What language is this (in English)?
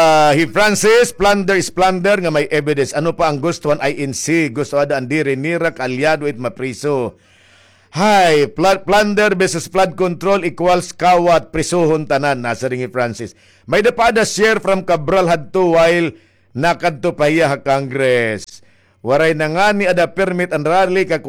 Waray